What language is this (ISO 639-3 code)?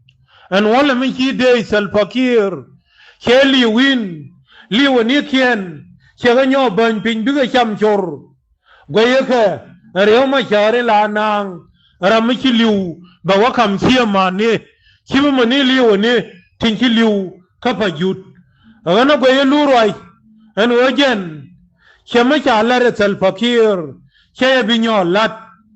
nus